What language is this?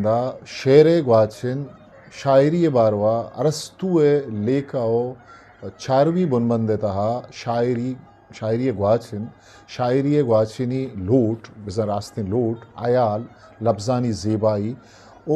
Eastern Balochi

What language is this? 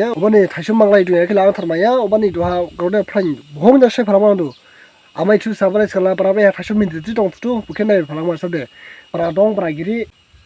Dimasa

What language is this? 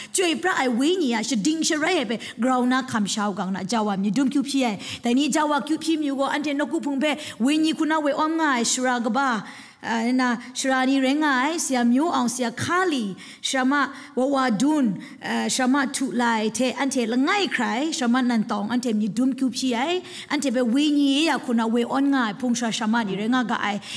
Kachin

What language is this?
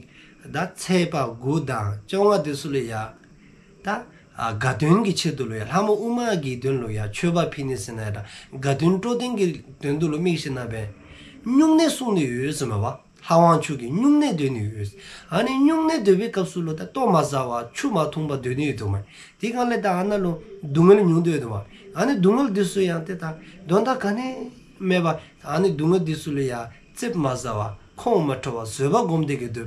Dzongkha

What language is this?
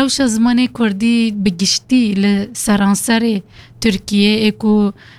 Kurdish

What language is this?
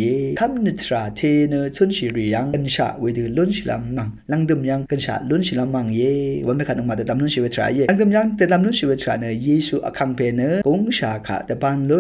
Rawang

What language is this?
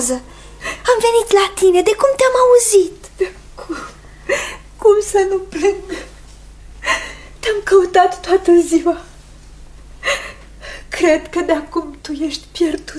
Romanian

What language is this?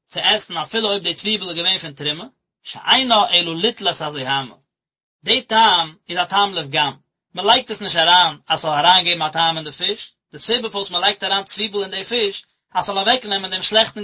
Yiddish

